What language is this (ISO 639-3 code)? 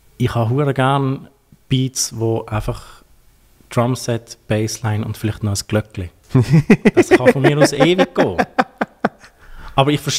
gsw